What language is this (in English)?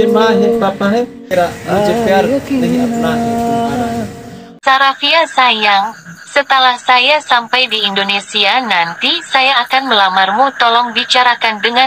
Bima